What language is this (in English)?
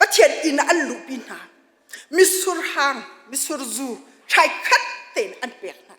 Hakha Chin